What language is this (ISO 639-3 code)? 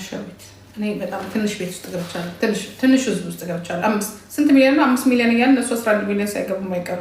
amh